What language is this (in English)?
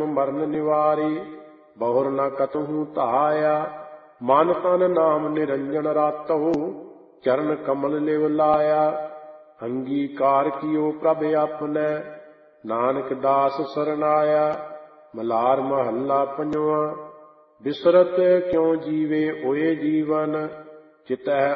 Punjabi